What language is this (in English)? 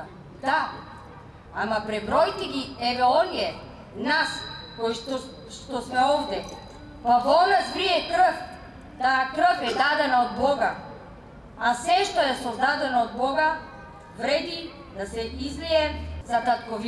Macedonian